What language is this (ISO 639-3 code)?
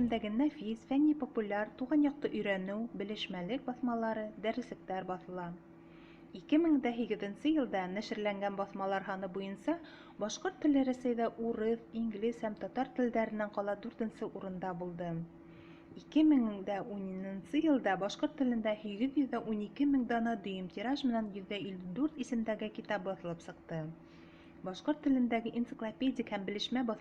bak